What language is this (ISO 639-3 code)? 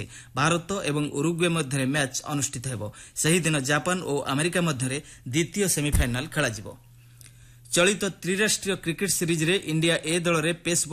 ori